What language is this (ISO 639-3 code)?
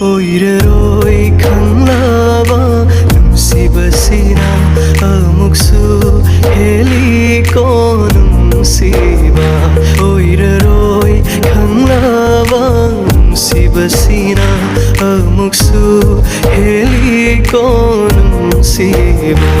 mni